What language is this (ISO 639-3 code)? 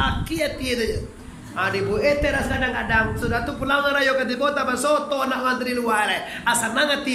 min